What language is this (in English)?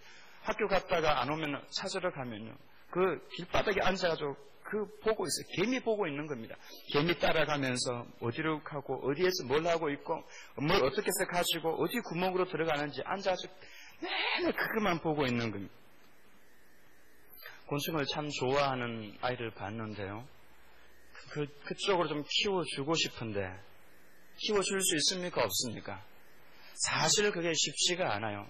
Korean